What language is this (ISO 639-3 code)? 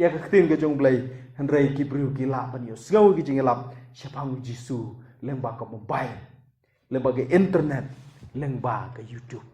kha